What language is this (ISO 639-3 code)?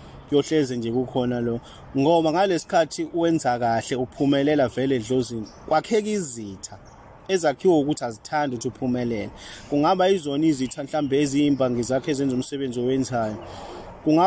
zul